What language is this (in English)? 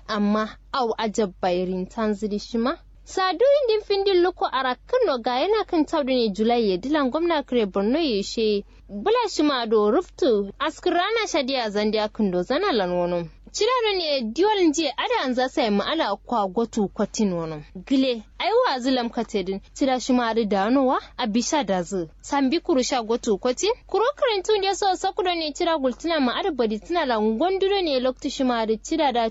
Kanuri